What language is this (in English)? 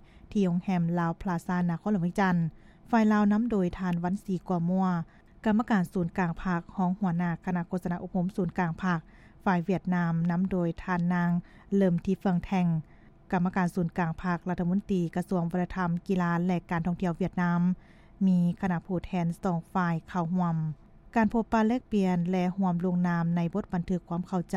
Lao